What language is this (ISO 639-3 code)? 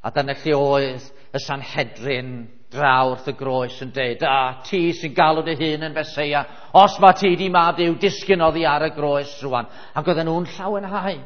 cym